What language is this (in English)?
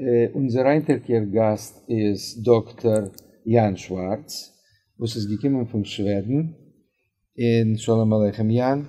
Yiddish